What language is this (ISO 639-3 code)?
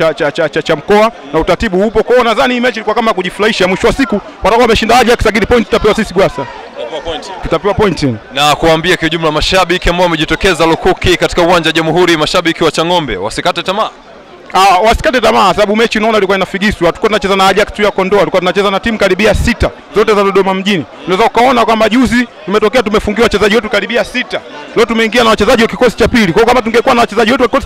swa